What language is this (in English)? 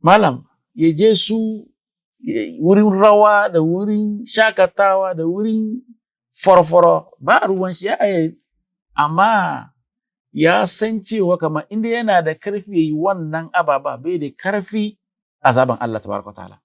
Hausa